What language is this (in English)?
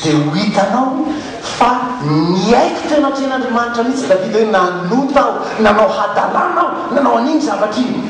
Malagasy